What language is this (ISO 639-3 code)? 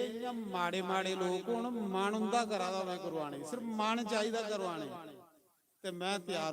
doi